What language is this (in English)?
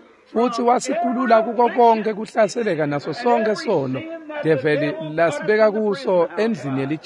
Swati